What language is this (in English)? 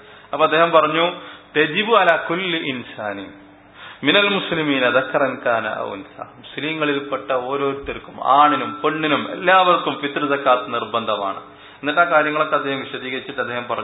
Malayalam